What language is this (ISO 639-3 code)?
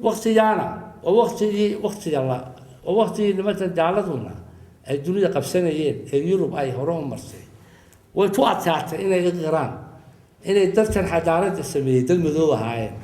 som